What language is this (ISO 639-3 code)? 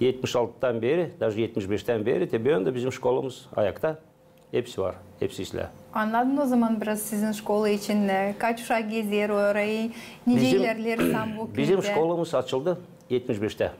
gag